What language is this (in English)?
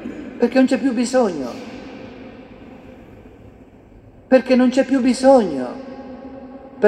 Italian